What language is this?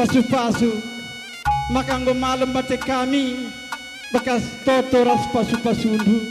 Batak Karo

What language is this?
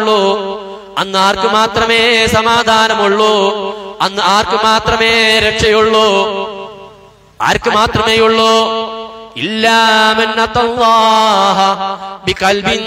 Malayalam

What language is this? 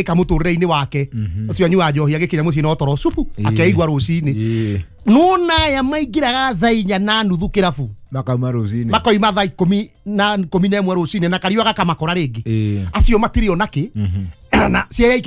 Kikuyu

